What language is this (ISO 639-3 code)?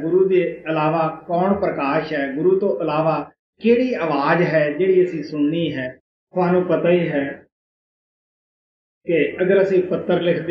pan